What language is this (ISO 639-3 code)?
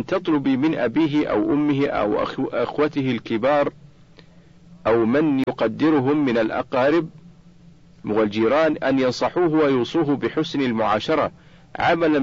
ara